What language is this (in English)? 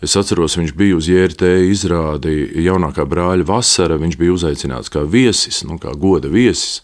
Latvian